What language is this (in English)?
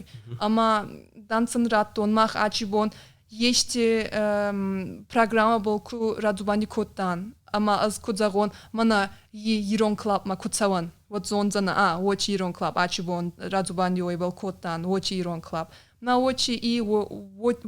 Ossetic